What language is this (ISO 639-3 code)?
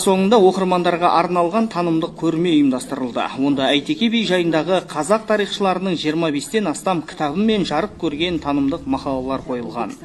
kaz